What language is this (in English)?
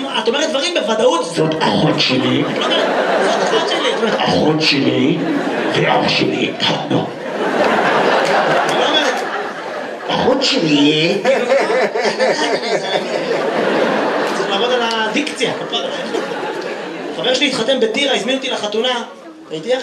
Hebrew